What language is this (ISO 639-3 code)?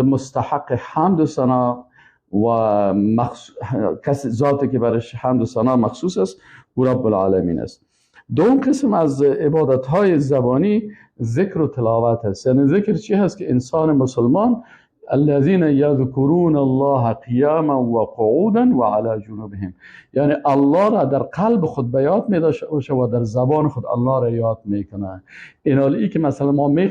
fas